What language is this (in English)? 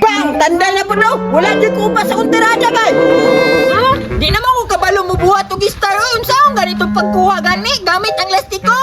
Cebuano